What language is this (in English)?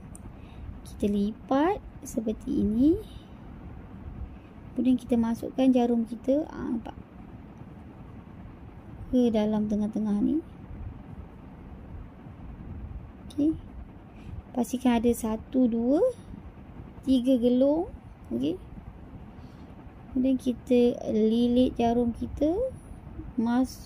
Malay